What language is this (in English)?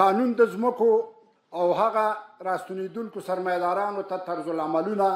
Pashto